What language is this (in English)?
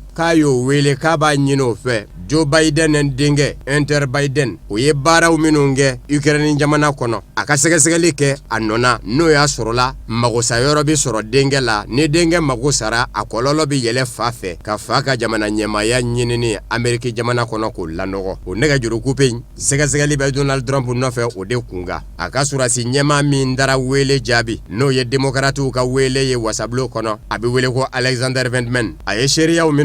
Bambara